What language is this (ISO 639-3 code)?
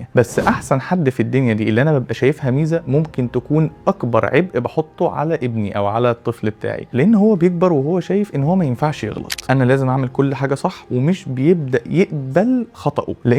arz